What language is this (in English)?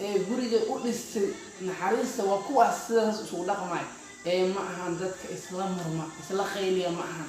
Somali